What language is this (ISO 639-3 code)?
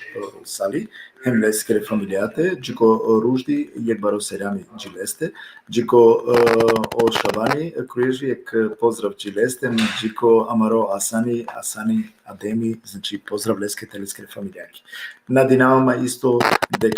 rmn